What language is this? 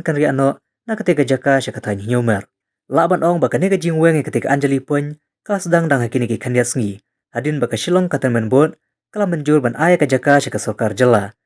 Khasi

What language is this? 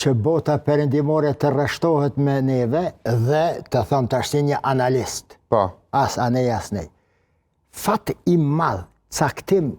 Albanian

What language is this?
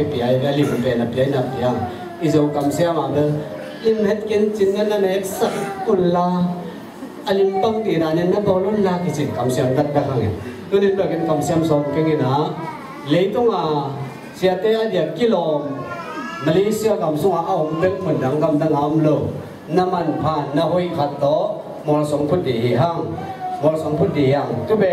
Tedim Chin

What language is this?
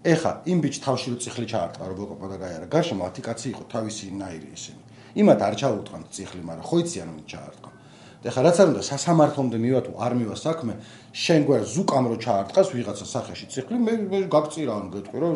Georgian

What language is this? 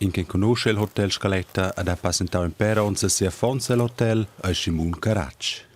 Romansh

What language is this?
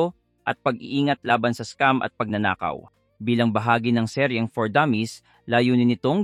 Filipino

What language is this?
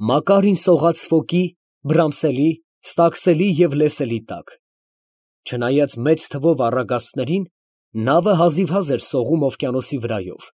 Armenian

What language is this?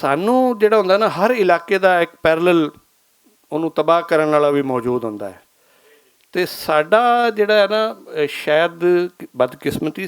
Western Panjabi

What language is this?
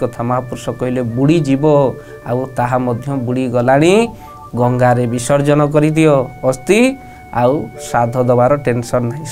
Odia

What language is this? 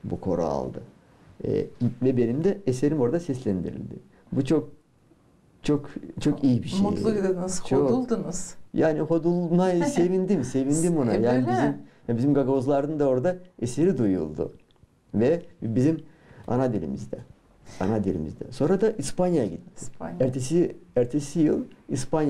Gagauz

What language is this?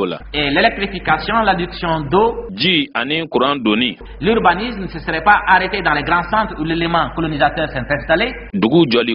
Bambara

